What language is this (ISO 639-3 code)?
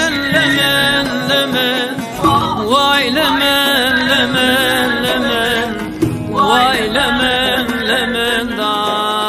zza